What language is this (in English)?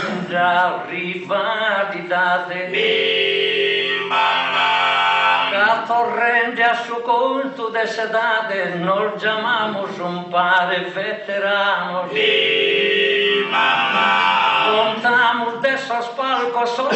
Sardinian